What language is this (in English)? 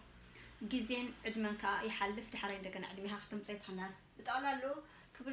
Tigrinya